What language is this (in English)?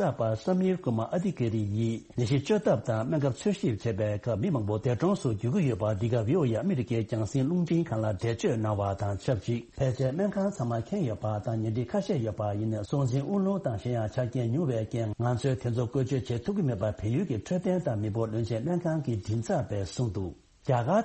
Tibetan